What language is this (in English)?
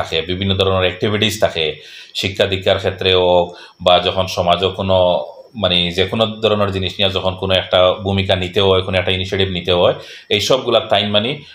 Sylheti